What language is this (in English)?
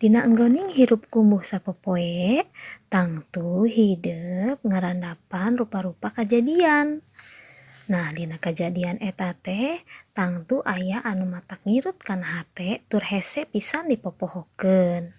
Sundanese